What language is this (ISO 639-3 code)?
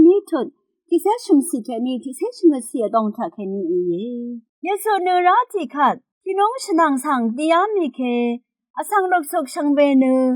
raw